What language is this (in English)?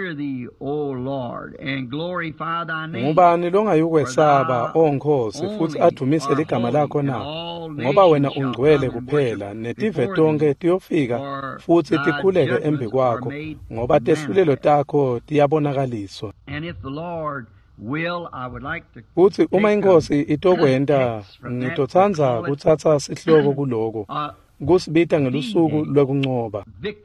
Swati